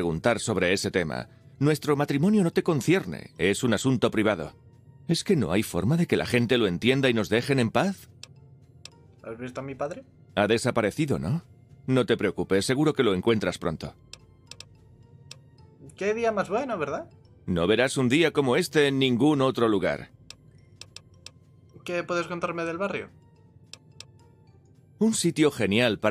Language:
Spanish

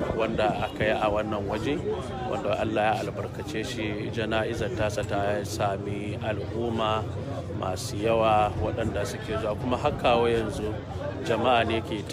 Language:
Hausa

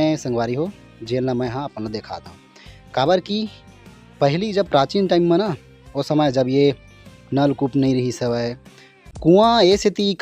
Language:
Chhattisgarhi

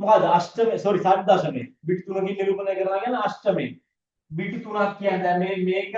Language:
Sinhala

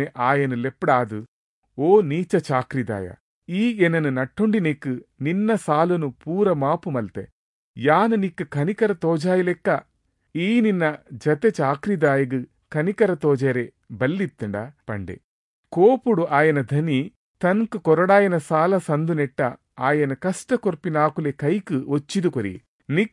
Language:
Tulu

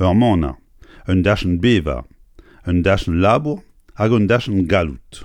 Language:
Breton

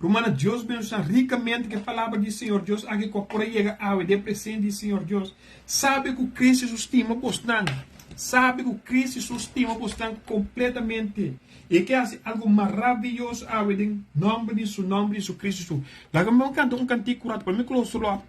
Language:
Papiamento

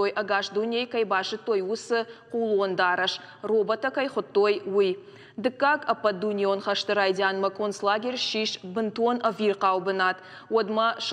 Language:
Ossetic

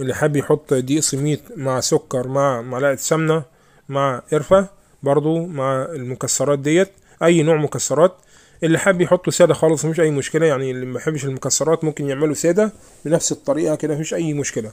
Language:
Egyptian Arabic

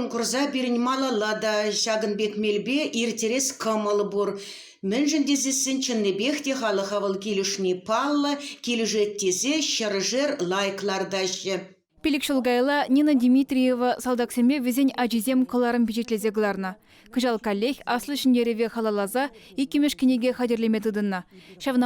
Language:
Chuvash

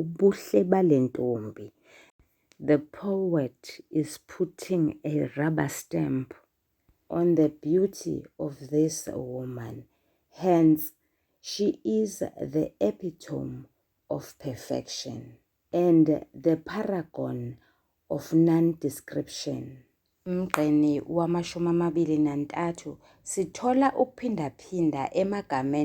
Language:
Zulu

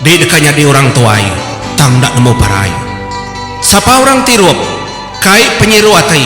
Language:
Iban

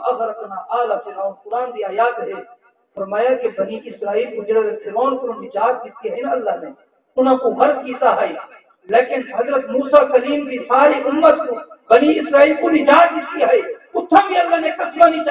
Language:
Saraiki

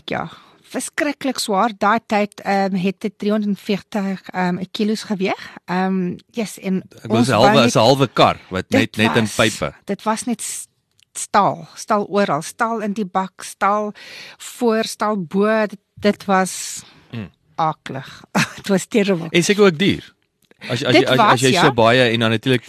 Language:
Afrikaans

